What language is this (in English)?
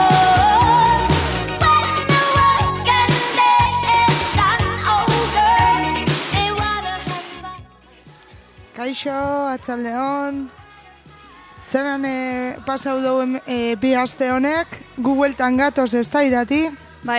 Basque